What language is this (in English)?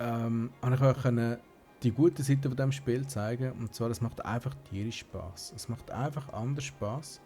Swiss German